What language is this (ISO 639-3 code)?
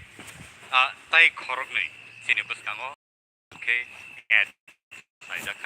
trp